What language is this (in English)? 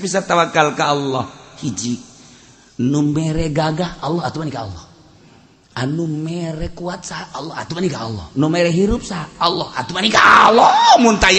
Sundanese